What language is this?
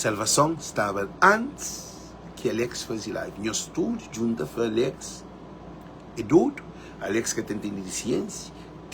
Kabuverdianu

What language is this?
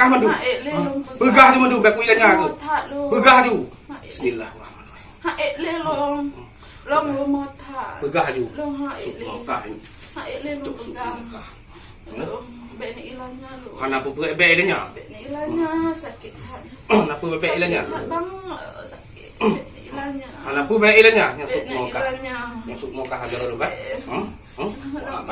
Achinese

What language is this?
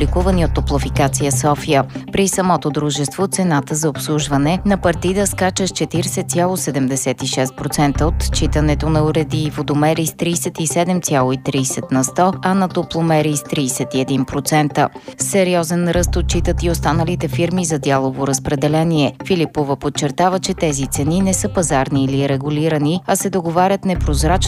Bulgarian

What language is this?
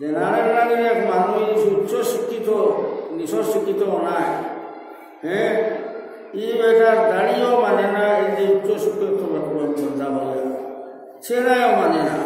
Sylheti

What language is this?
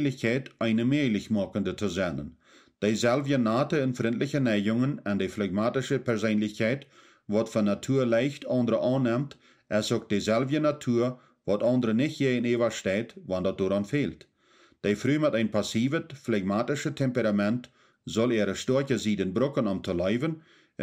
Plautdietsch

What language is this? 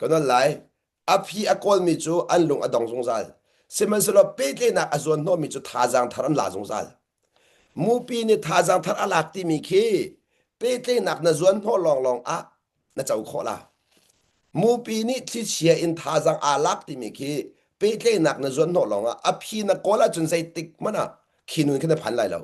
Hakha Chin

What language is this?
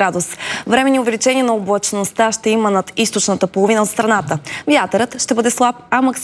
Bulgarian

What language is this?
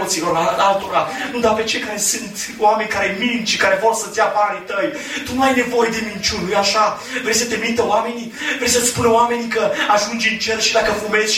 Romanian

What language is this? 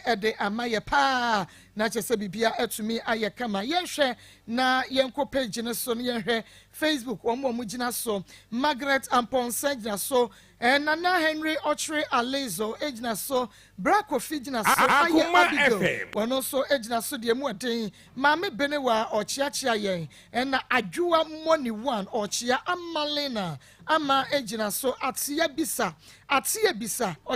Akan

